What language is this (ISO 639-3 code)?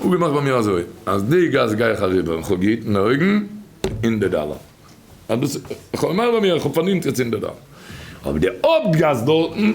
yid